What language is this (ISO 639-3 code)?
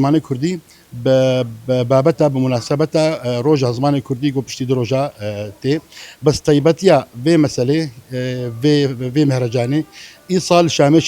kur